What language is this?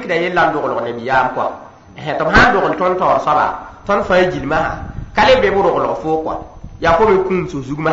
Mossi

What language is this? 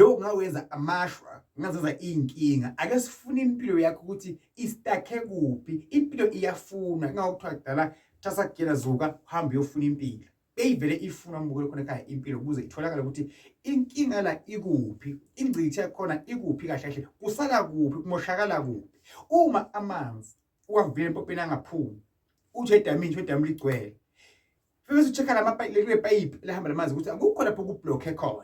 Zulu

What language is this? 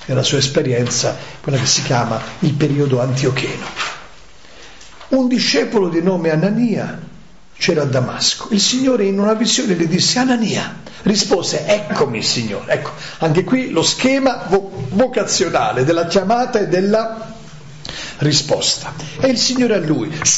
Italian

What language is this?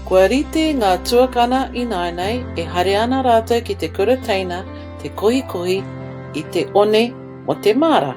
Māori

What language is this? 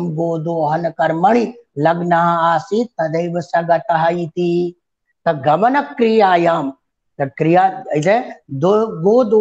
Sanskrit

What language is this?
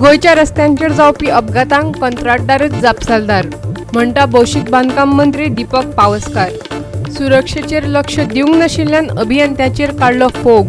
Konkani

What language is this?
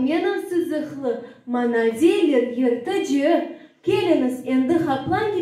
Crimean Tatar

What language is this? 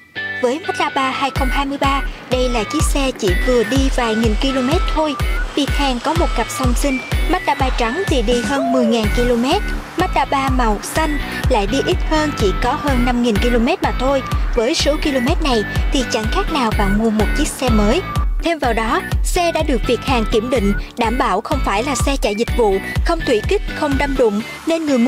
Vietnamese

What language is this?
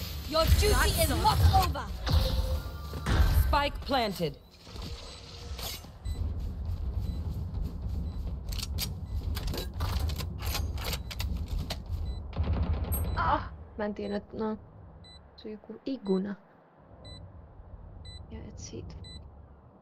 Finnish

